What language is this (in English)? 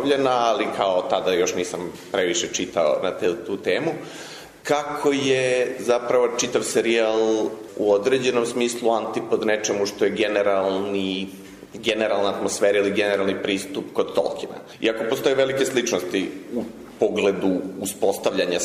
Serbian